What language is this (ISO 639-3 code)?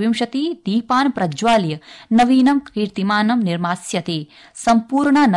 san